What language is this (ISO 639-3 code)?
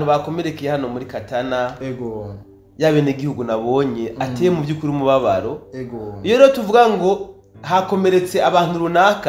run